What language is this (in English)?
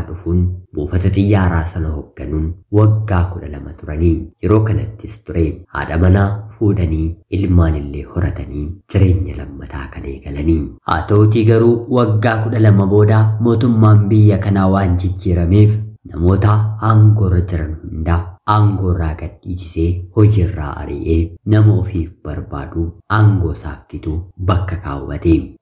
Oromo